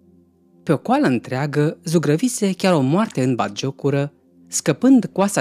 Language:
Romanian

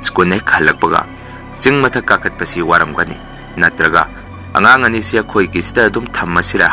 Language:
Manipuri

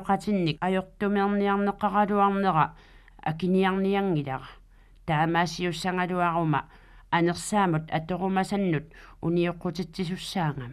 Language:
Kalaallisut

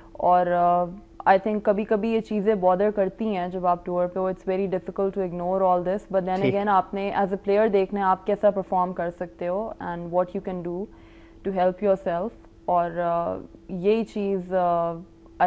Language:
Urdu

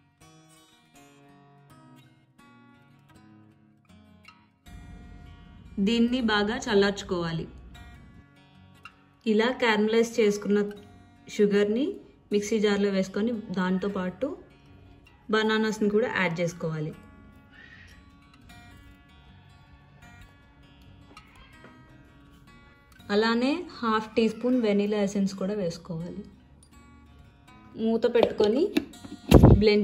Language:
Telugu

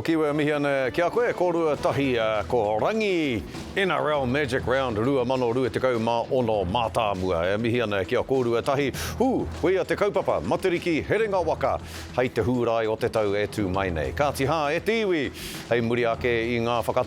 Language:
Māori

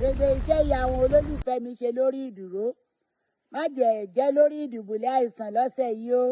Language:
Yoruba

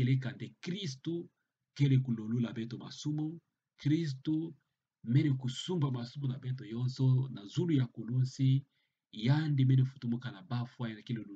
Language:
Kituba (Democratic Republic of Congo)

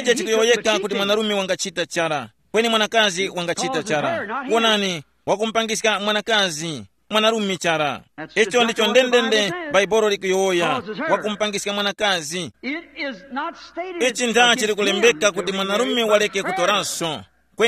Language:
Tumbuka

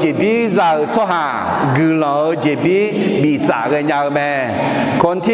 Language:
Akha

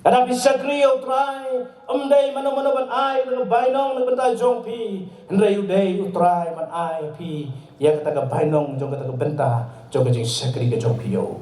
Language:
Khasi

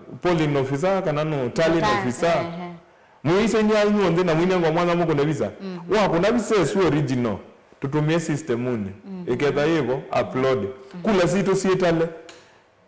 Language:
Kamba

